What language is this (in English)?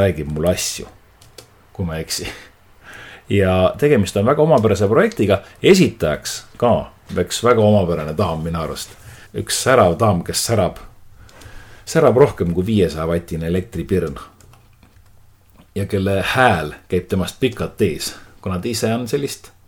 Estonian